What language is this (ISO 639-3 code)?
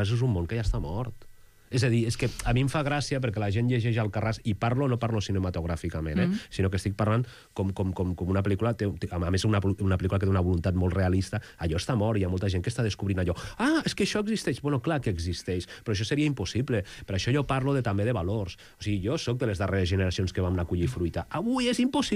cat